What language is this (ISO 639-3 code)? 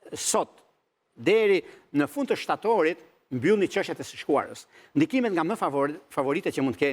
sqi